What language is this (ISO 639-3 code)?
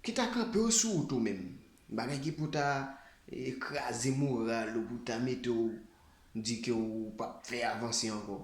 hat